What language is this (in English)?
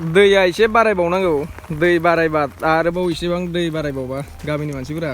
Bodo